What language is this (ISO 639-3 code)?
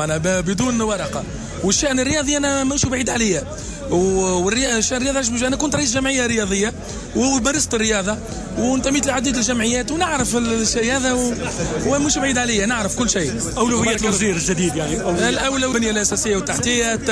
aeb